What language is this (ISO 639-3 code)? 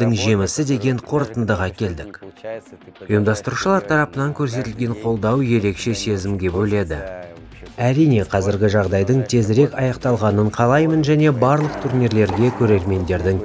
kaz